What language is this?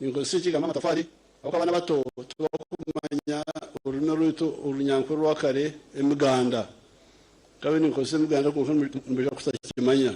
Nyankole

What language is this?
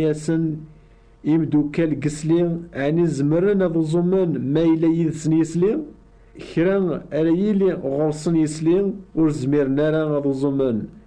Kabyle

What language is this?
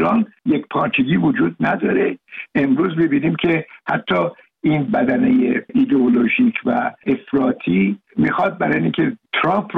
Persian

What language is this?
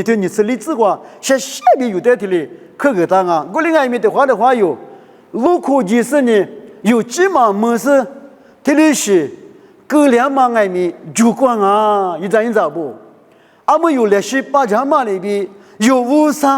Lisu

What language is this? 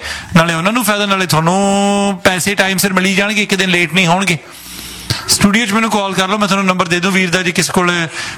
Punjabi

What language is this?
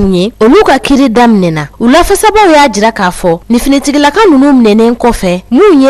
Bambara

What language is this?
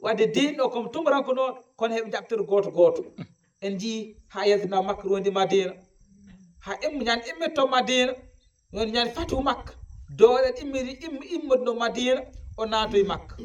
Fula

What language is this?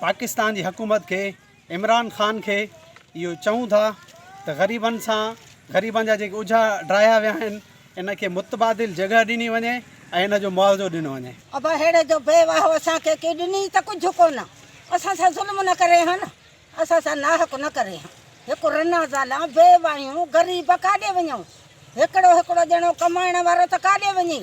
Sindhi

